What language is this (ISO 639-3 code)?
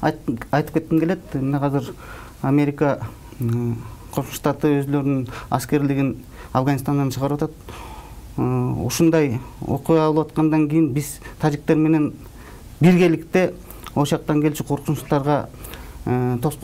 kir